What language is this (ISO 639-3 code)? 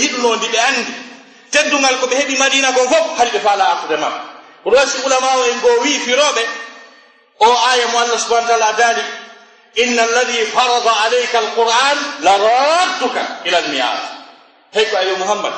ful